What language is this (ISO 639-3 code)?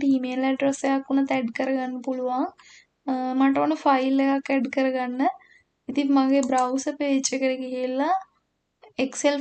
sin